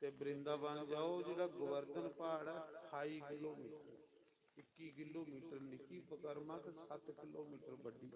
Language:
Dogri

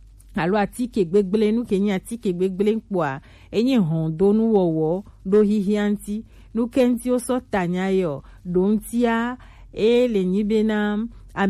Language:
Gen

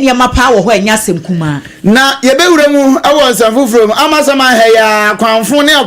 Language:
Akan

